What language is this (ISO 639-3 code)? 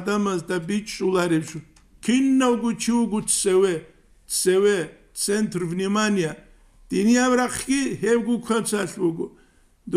ava